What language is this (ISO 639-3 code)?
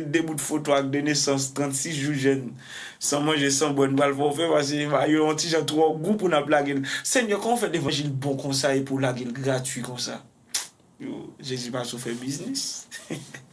hat